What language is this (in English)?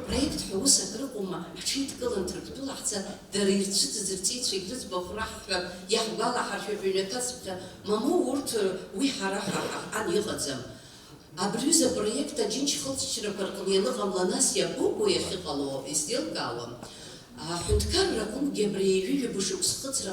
Abkhazian